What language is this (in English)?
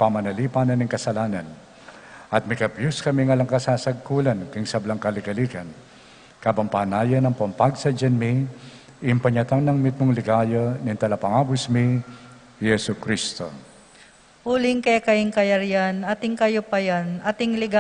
Pampanga